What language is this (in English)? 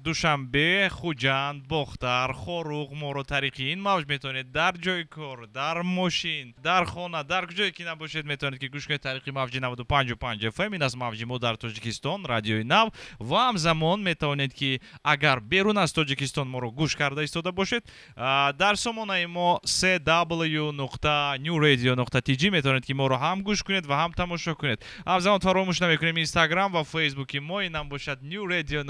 Tajik